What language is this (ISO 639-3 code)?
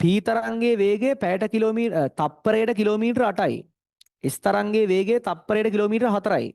sin